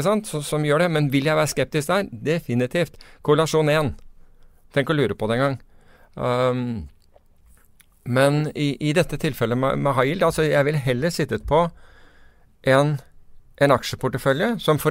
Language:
Norwegian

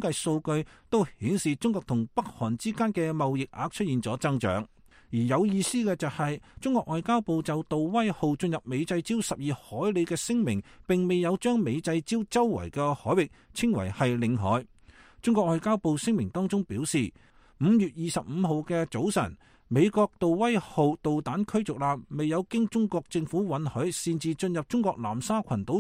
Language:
Cantonese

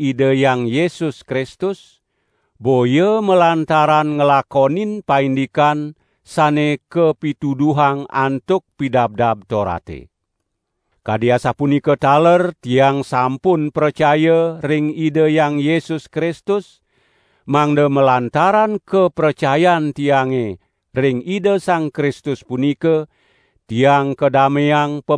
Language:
Balinese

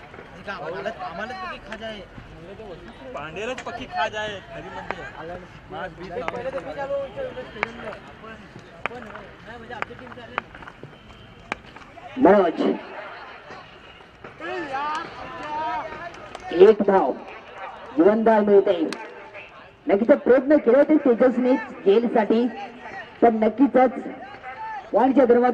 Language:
Marathi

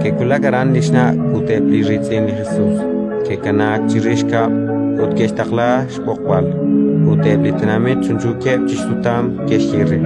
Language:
Kekchí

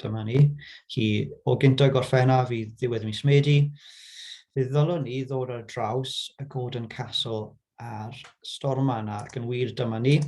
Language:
Welsh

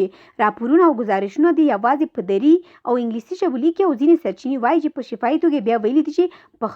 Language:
Pashto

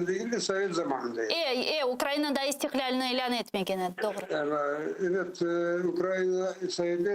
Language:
Crimean Tatar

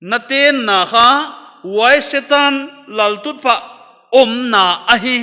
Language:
Paite Chin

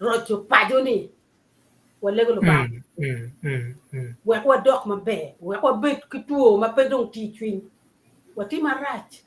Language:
Acoli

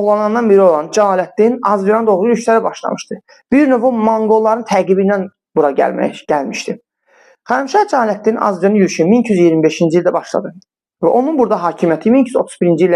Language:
Azerbaijani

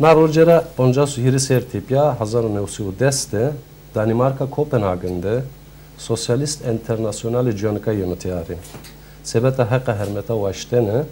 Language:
Zaza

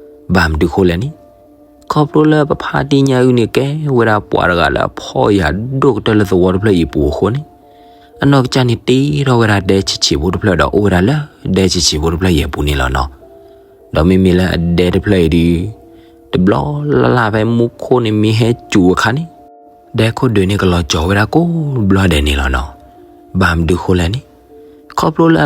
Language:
S'gaw Karen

